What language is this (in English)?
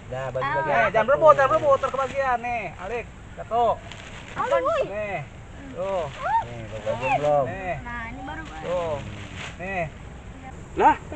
Betawi